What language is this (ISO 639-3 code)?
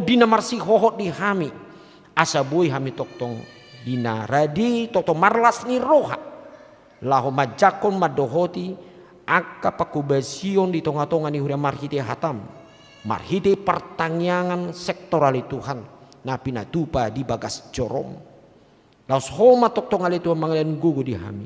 bbc